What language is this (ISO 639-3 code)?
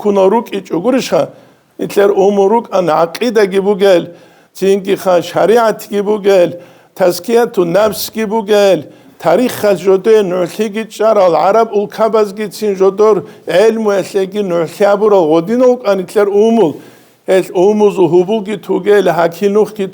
ava